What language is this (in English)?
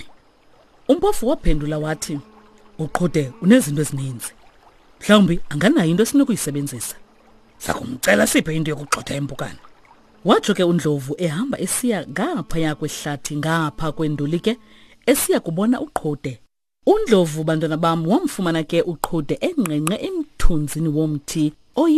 Xhosa